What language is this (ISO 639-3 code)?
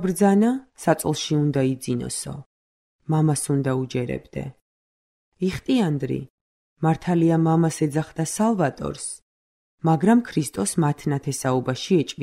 kat